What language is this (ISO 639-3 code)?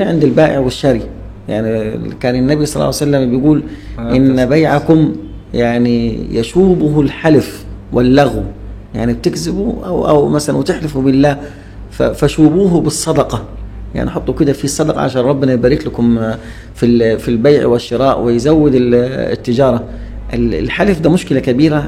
arz